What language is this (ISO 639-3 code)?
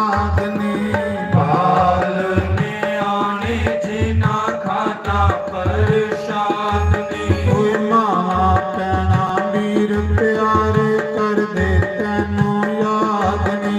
doi